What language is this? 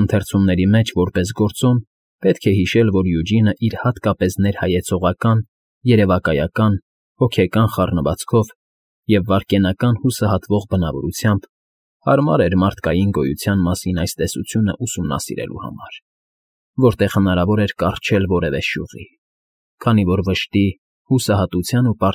Armenian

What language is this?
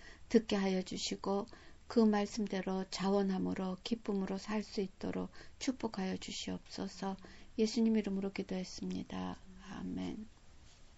Korean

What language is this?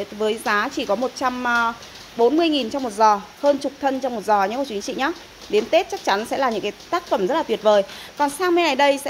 Vietnamese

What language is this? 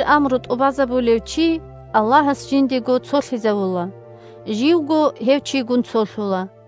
Avaric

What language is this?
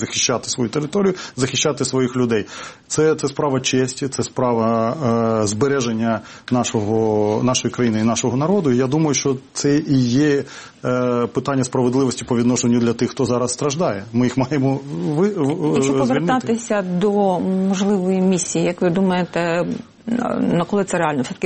Ukrainian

